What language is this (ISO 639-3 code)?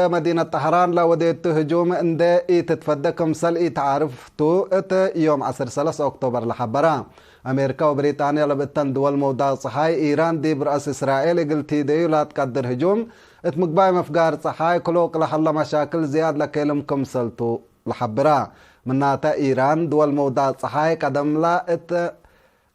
tig